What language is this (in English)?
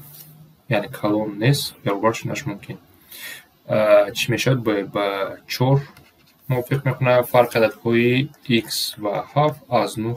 Tajik